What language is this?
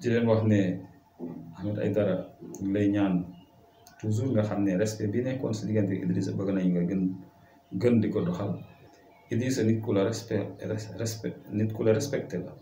Wolof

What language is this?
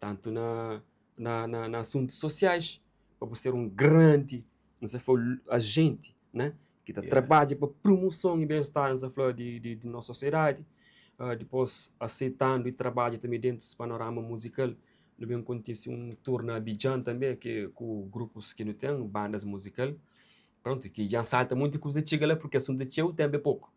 Kabuverdianu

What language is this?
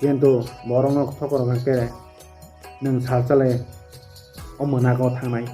Kok Borok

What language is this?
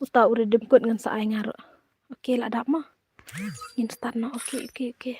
Khasi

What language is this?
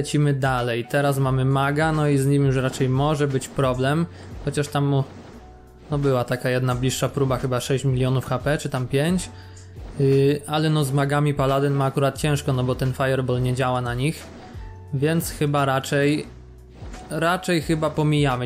Polish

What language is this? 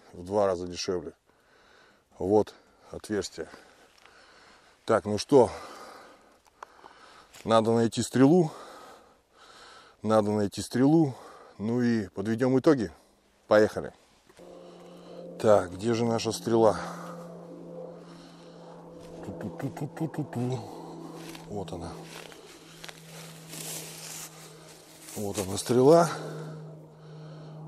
Russian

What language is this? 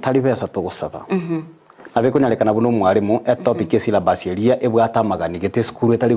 Gusii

